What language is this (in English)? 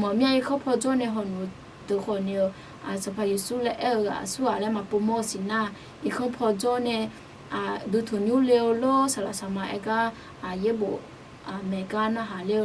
Akha